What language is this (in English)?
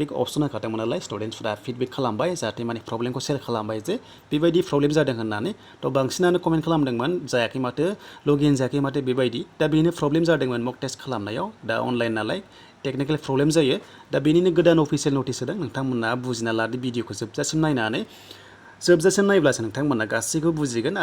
Bodo